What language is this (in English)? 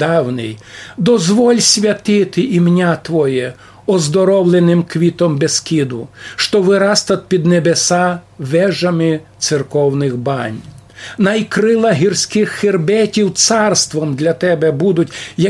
Rusyn